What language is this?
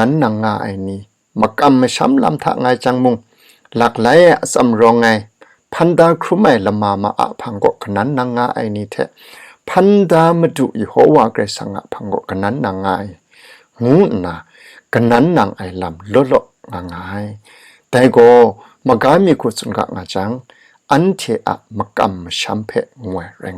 Kachin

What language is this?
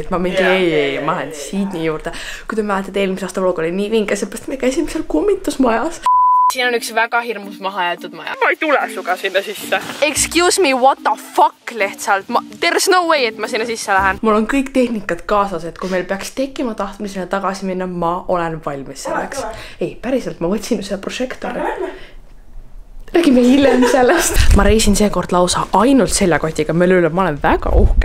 Estonian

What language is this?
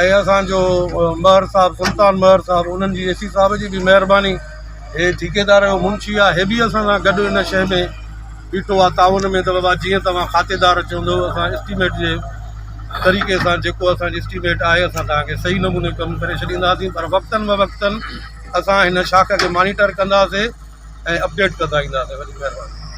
Sindhi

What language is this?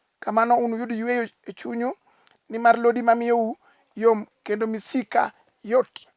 Luo (Kenya and Tanzania)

